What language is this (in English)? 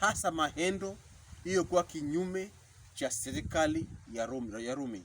Pokomo